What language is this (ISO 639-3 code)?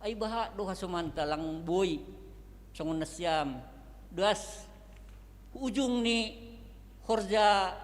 bts